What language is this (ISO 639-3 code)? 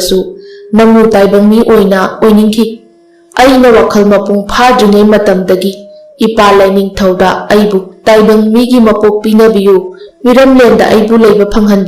mni